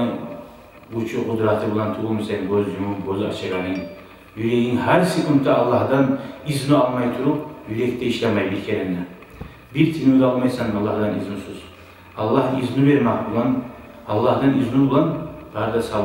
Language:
Kumyk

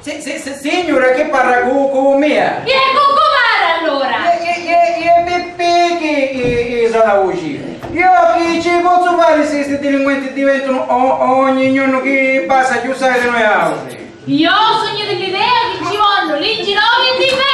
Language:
Sicilian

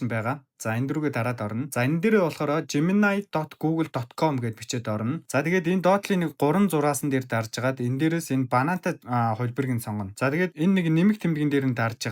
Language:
Mongolian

